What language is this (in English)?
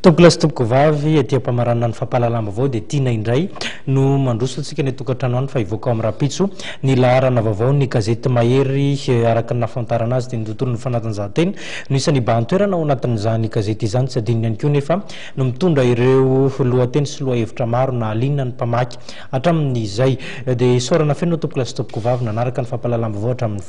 Malagasy